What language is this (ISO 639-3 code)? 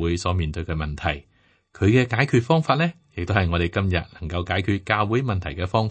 yue